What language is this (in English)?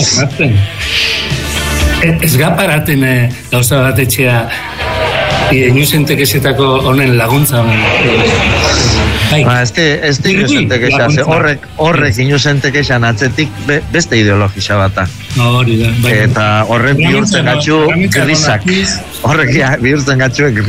Basque